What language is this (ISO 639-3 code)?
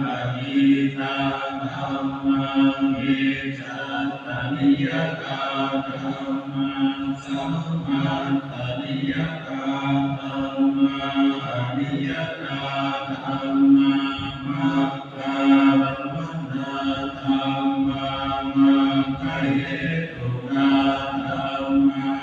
pli